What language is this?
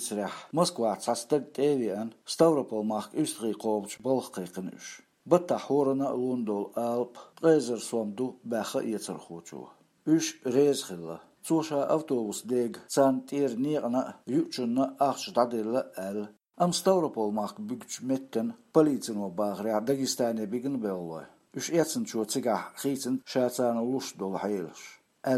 Chechen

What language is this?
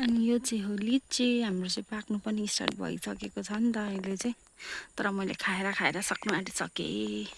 Nepali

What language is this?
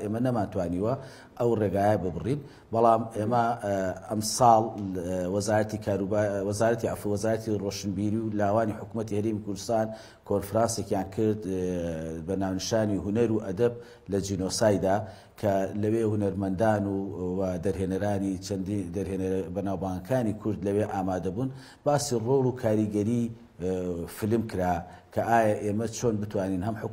Central Kurdish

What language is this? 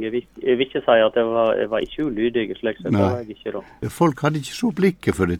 Norwegian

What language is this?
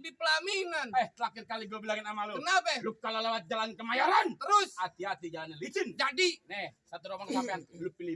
Betawi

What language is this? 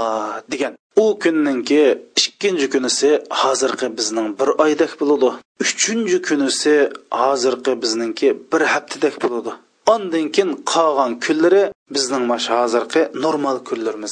Uyghur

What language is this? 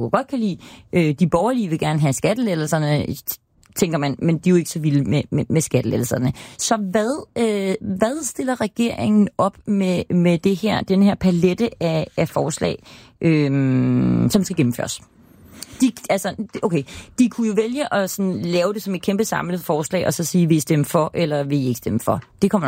Danish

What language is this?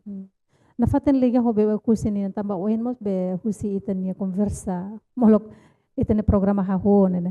Tetum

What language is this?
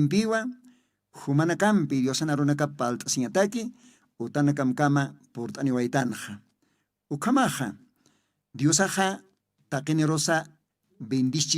Aymara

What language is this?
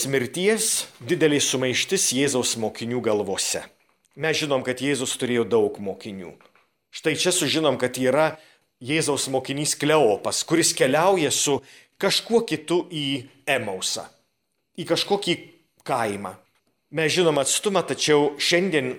Lithuanian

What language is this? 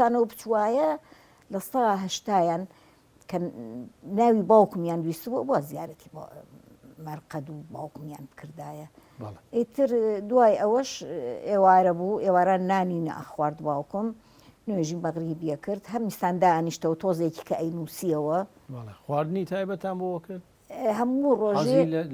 Central Kurdish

